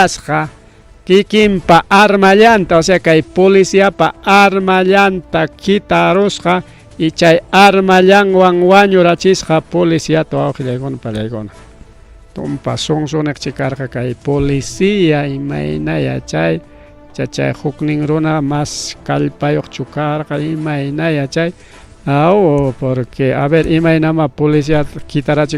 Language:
Ayacucho Quechua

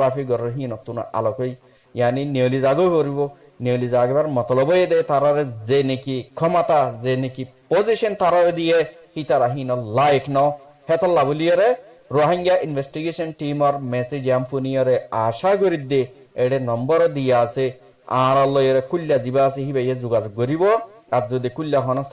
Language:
Rohingya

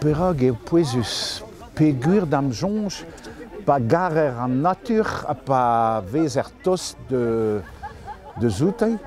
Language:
Breton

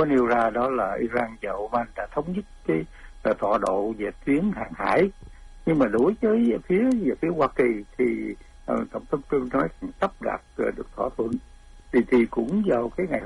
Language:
Vietnamese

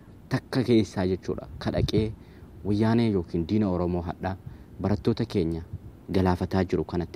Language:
Oromo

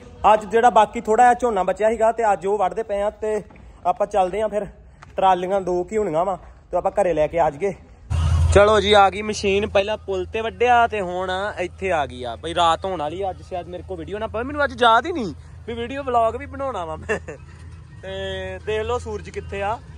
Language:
Punjabi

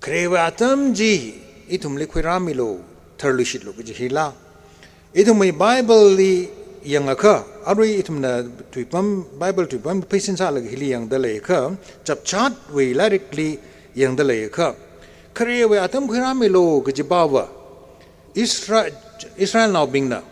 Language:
Tangkhul Naga (India)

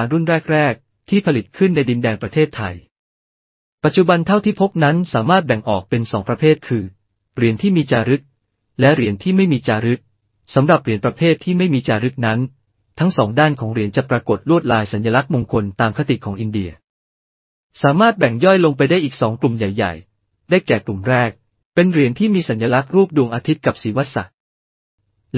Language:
Thai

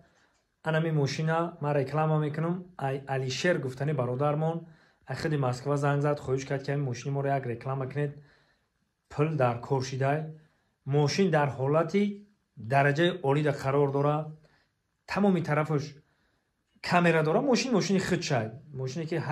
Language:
Tajik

